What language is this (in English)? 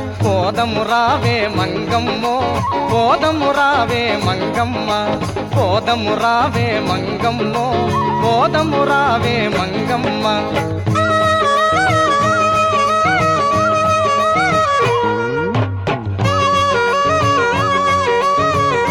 Telugu